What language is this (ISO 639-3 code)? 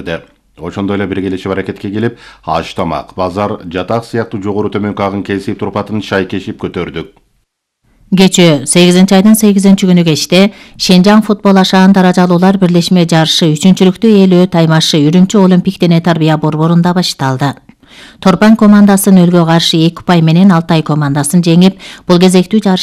kir